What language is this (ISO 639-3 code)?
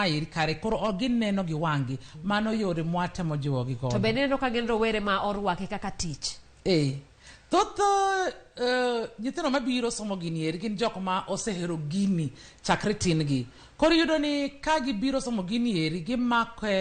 luo